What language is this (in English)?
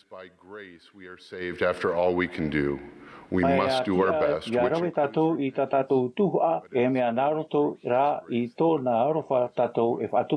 Tahitian